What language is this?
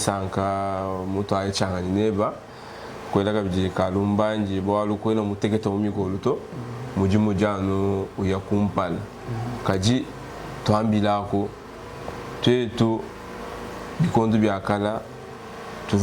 Luba-Lulua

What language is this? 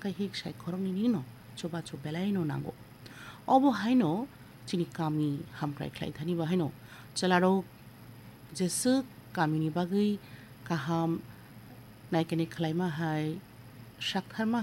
Kok Borok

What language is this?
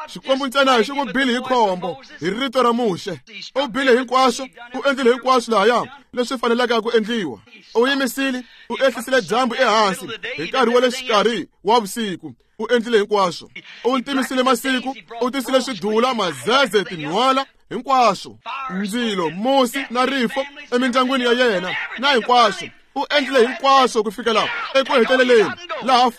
Tsonga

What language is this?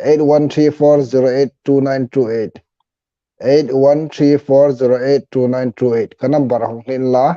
Hmar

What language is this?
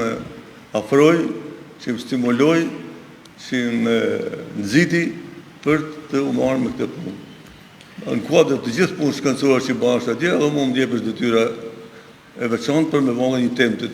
Albanian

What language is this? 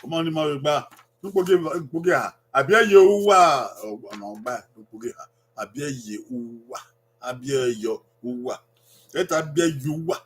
Bini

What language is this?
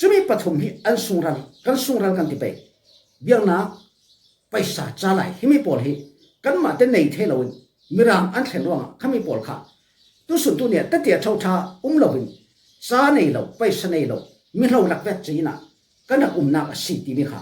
Falam Chin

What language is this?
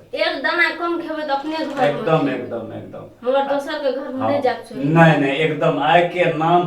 Maithili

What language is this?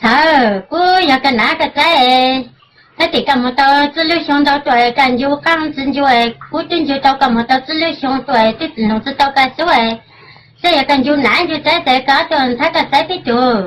Hmong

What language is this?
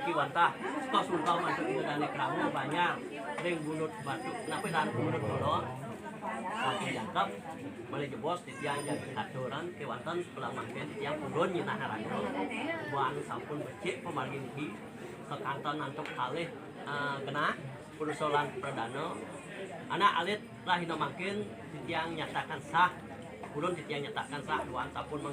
Balinese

